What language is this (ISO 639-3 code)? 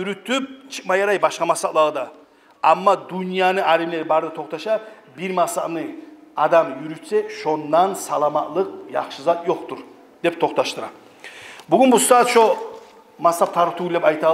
kum